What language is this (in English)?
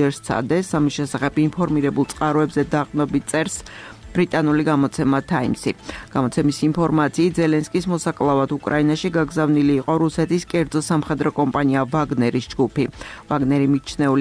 Georgian